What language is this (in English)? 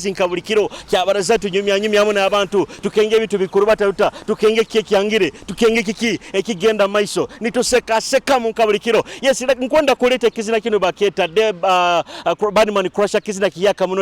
Nyoro